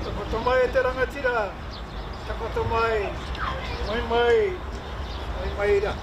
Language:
Māori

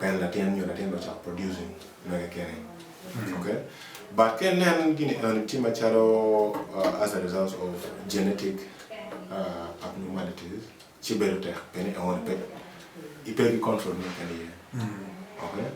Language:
Acoli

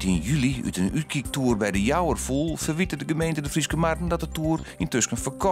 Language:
Western Frisian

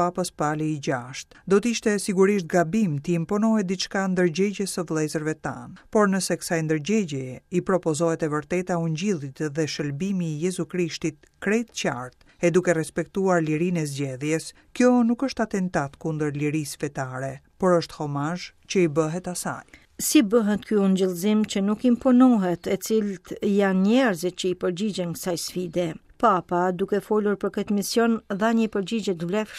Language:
Albanian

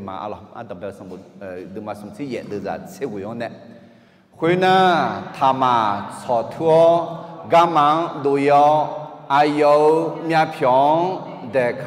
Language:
Akha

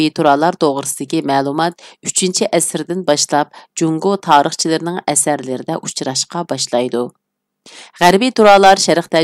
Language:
Uyghur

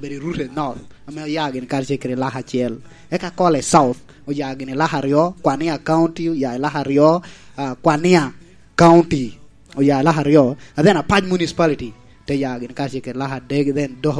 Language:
Lango (Uganda)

